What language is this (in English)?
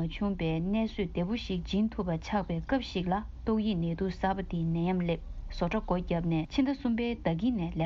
Tibetan